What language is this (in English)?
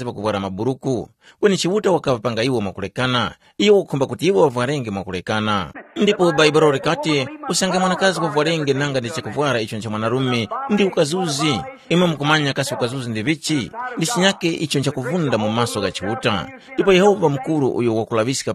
Tumbuka